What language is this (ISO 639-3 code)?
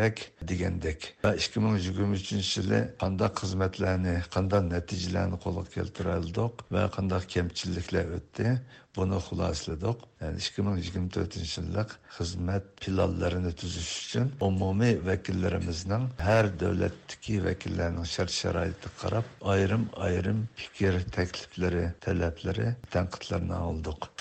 uig